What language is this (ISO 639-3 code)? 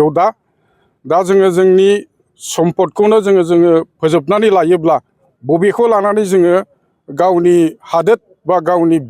brx